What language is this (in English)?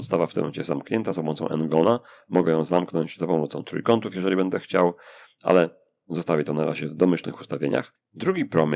Polish